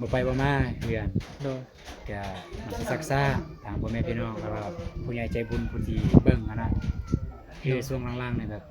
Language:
Northeastern Thai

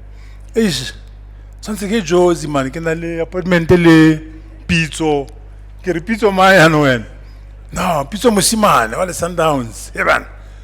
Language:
Tswana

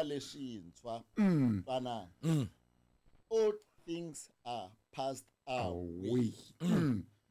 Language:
Tsonga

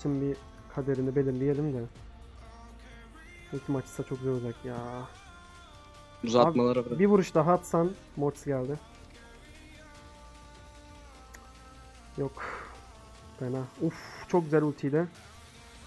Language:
Turkish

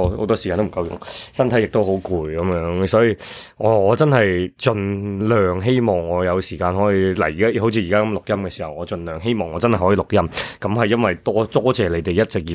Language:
Cantonese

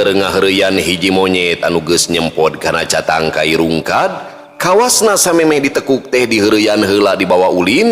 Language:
Sundanese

